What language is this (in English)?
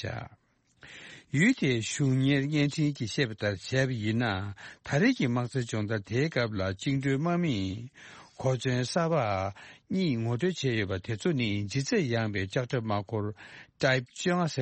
Tibetan